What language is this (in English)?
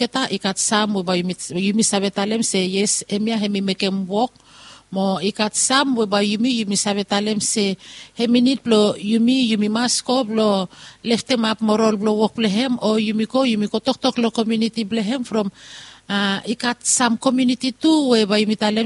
Bislama